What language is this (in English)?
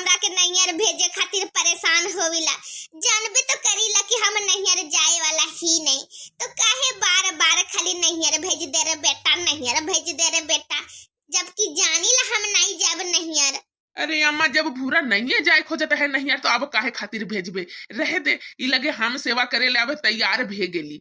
Bhojpuri